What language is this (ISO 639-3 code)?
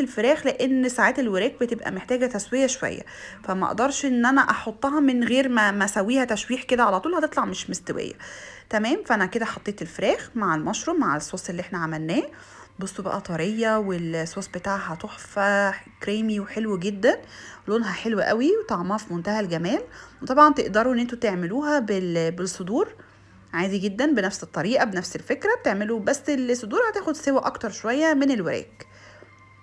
arz